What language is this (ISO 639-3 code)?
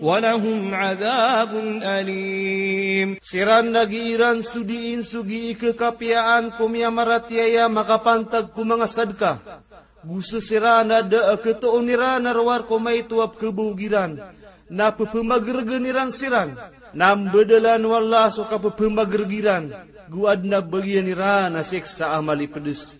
mrw